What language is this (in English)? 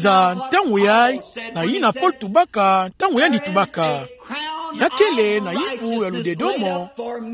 Kituba (Democratic Republic of Congo)